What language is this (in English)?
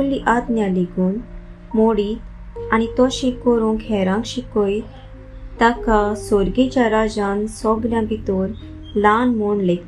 Konkani